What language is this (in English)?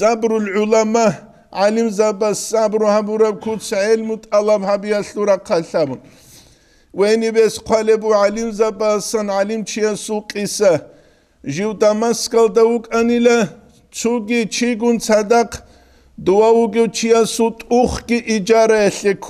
Avaric